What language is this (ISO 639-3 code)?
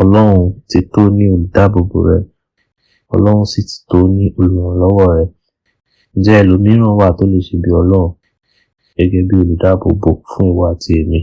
yor